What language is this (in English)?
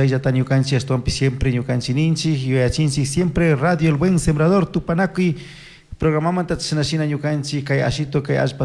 Chimborazo Highland Quichua